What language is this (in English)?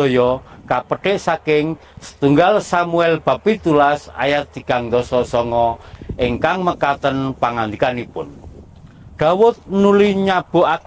Javanese